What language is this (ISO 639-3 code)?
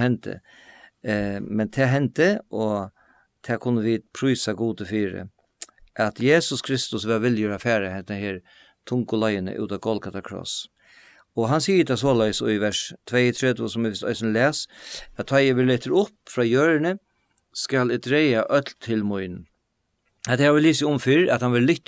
fao